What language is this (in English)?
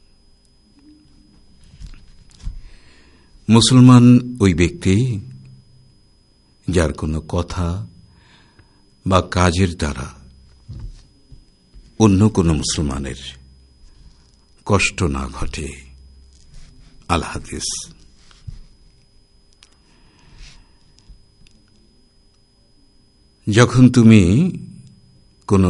Bangla